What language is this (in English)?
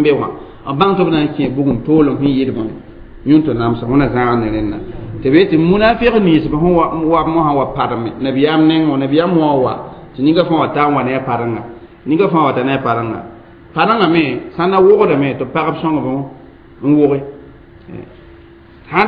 Mossi